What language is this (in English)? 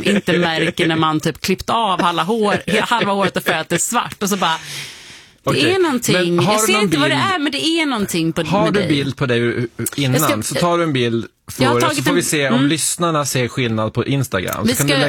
Swedish